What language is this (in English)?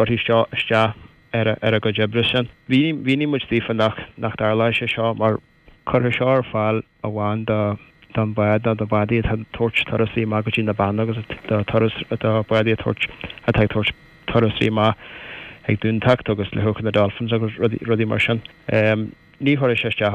Irish